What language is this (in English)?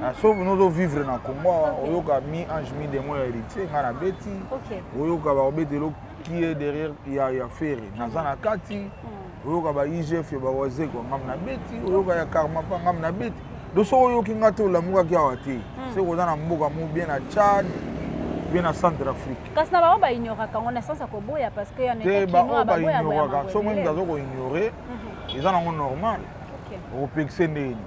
Lingala